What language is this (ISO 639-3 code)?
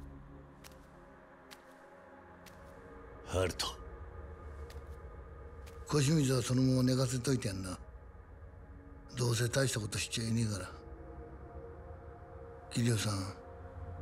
jpn